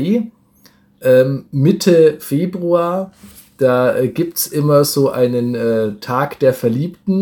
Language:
German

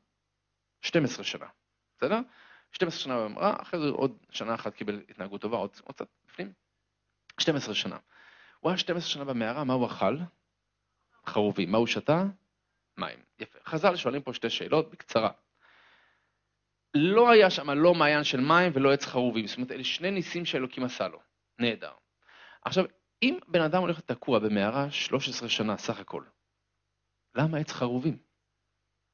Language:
Hebrew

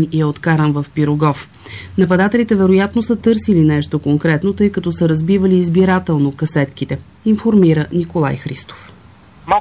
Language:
Bulgarian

